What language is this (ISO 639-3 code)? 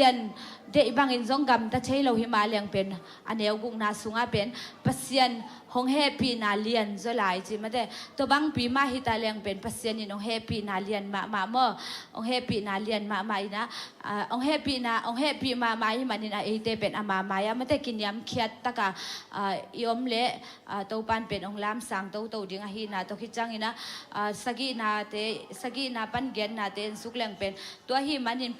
ctd